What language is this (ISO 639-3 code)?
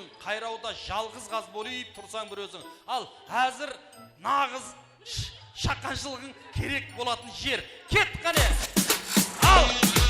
kaa